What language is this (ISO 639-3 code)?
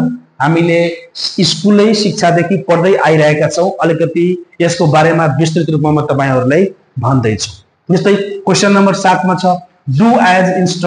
nep